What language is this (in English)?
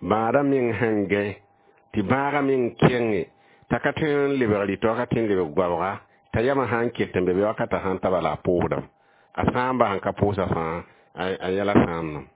Mossi